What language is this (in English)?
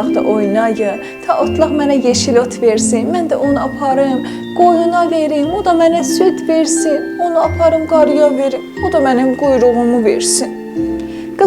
South Azerbaijani